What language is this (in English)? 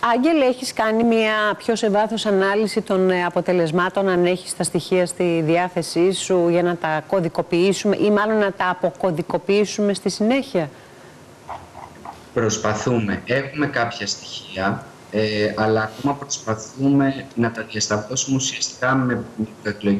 Greek